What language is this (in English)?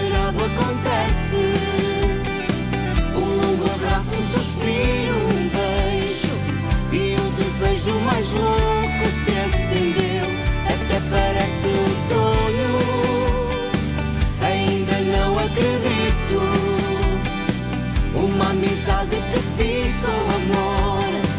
Portuguese